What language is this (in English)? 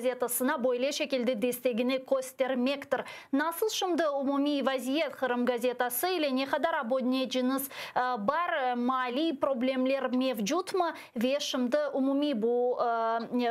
Crimean Tatar